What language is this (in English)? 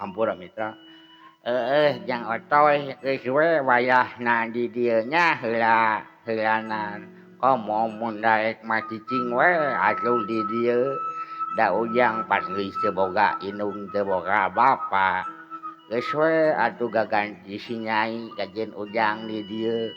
Sundanese